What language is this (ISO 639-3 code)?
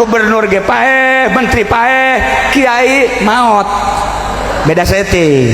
sun